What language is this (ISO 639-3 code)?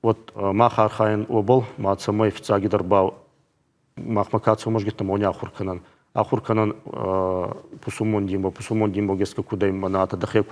oss